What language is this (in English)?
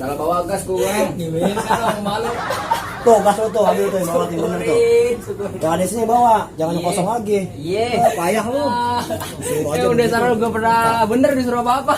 Betawi